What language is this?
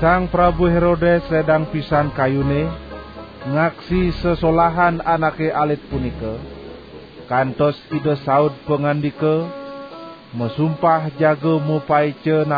Balinese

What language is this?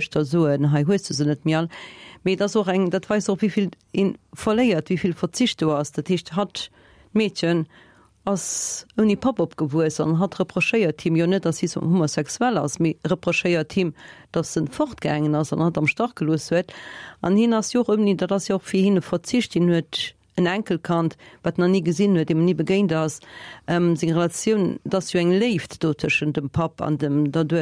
Luxembourgish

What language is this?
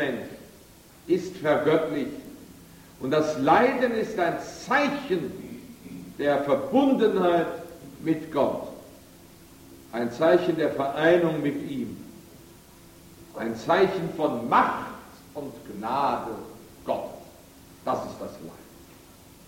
German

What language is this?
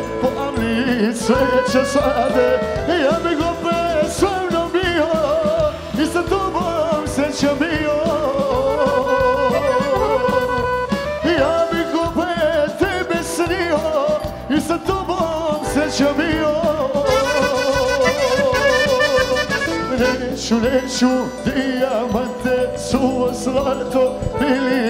Serbian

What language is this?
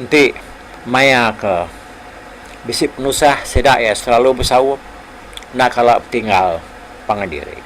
Iban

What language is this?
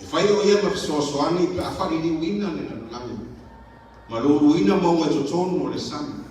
Samoan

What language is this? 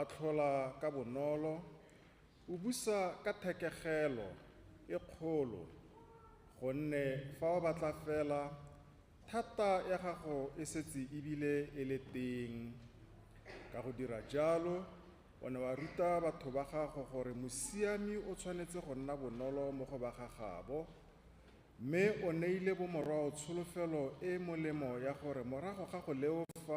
Tswana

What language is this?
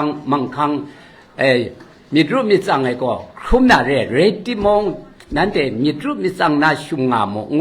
Kachin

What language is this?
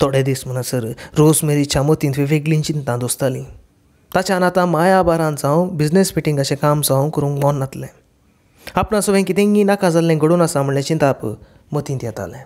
Konkani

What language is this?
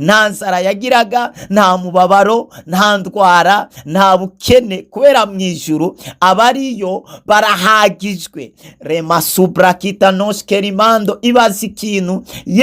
Rundi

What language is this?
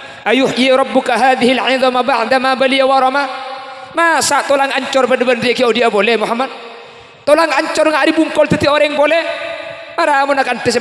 Madurese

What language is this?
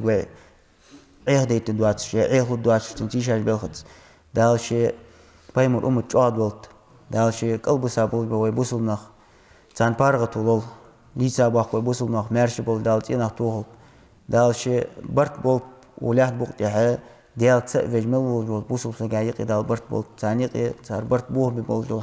Ingush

